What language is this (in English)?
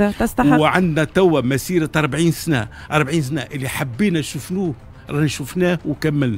Tunisian Arabic